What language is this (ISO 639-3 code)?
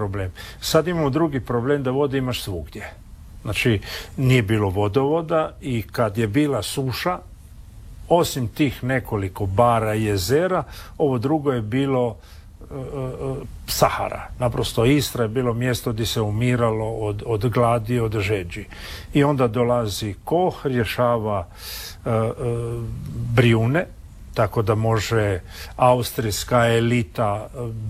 hrv